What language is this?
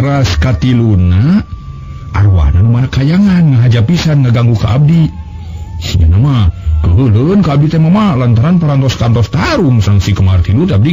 Sundanese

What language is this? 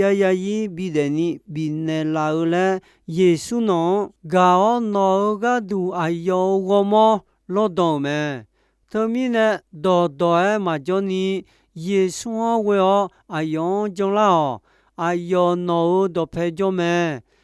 Akha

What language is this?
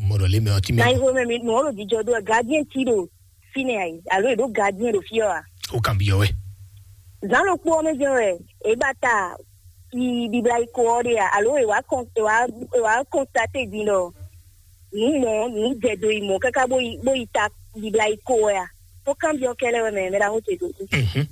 Fon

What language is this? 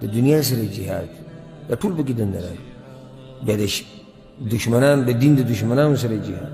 Pashto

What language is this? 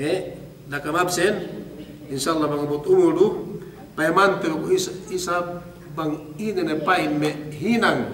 Yakan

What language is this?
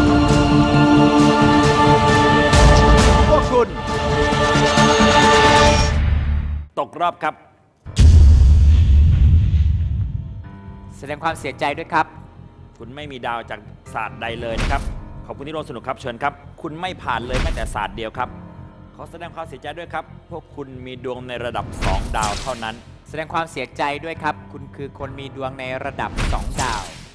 Thai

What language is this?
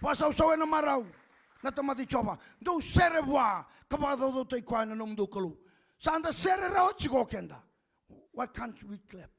Fijian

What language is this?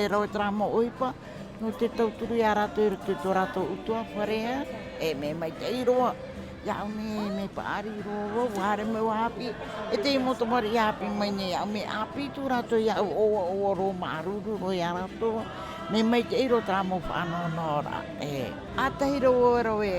Tahitian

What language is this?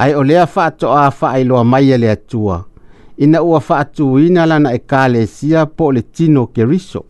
Samoan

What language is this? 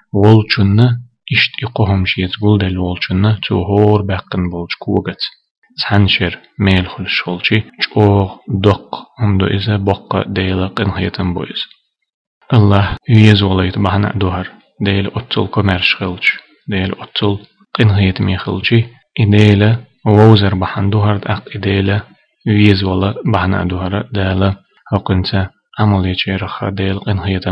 Chechen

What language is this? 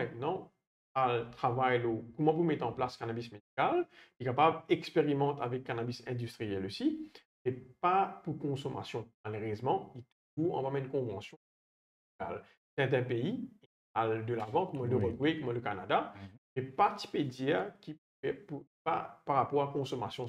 Morisyen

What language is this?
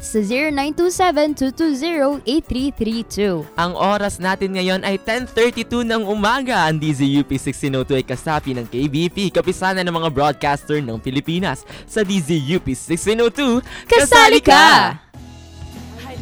Filipino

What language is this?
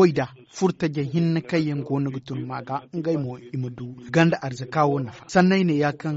Zarma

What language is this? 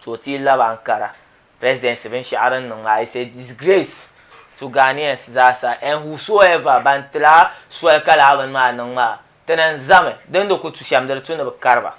Dagbani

